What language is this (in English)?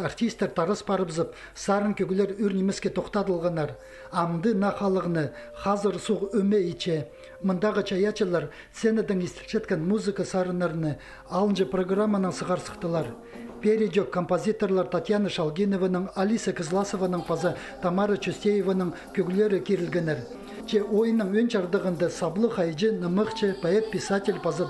Khakas